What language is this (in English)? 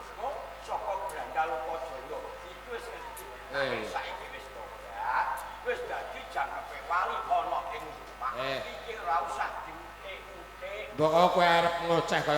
Javanese